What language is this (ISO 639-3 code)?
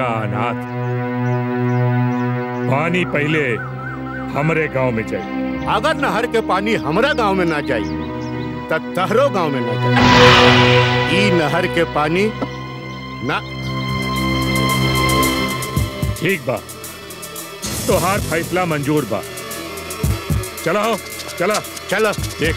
bho